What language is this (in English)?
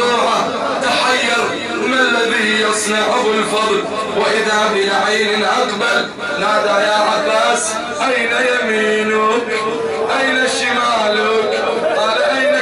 Arabic